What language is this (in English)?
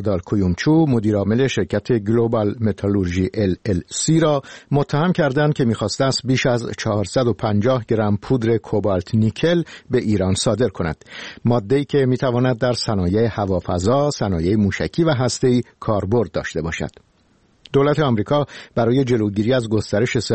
Persian